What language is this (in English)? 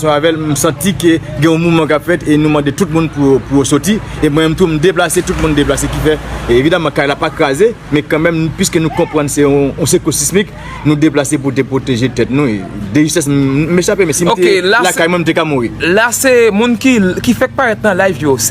Haitian Creole